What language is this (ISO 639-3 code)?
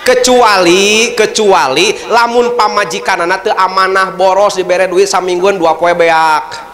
sun